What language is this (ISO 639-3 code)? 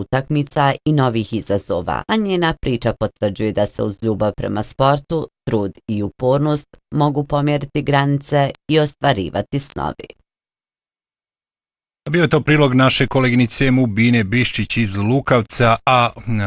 bos